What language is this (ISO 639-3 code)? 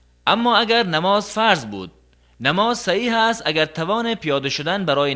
tgk